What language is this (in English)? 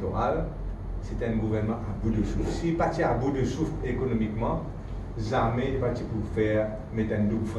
Morisyen